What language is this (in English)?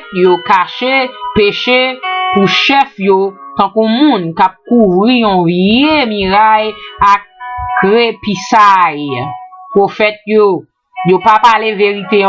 Haitian Creole